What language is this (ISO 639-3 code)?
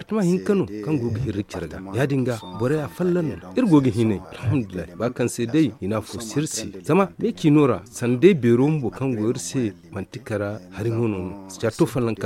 dje